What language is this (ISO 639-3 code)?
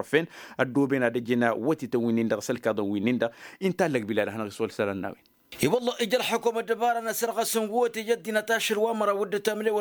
taq